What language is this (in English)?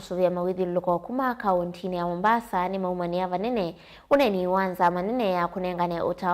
Kamba